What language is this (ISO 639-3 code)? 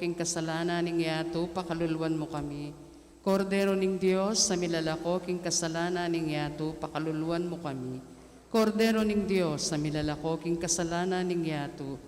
pam